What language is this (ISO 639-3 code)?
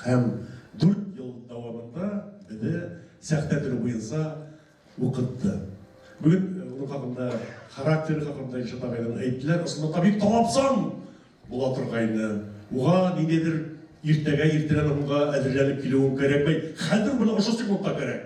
bak